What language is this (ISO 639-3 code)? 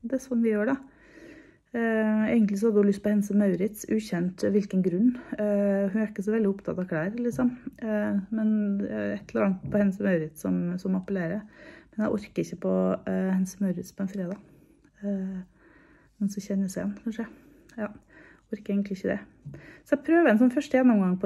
nor